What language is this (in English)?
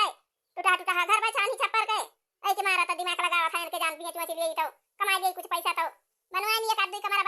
Awadhi